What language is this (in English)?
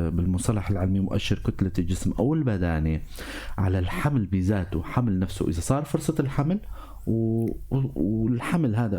North Levantine Arabic